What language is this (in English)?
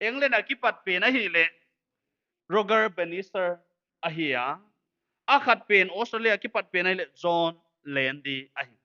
Paite Chin